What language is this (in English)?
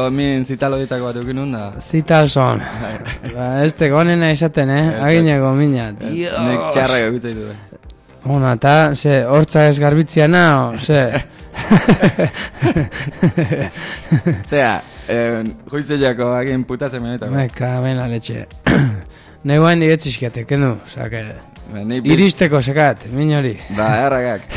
Basque